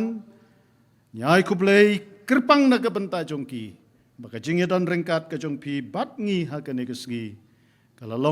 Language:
Khasi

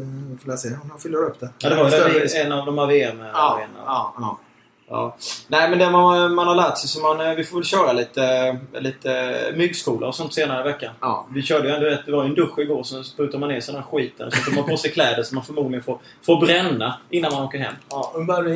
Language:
Swedish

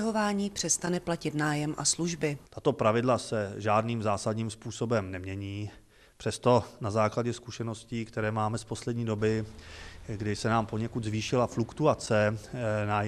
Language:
Czech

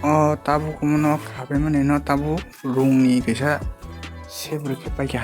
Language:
Kok Borok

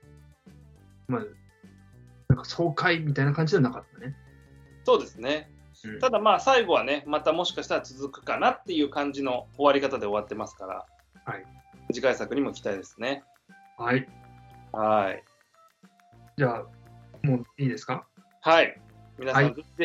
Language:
Japanese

